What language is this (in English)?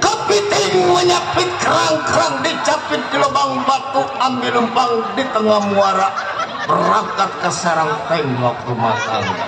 Betawi